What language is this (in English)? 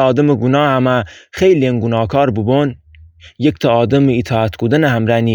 Gilaki